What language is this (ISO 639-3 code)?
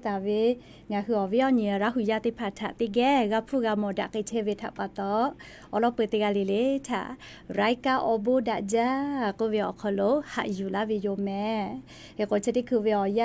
lhu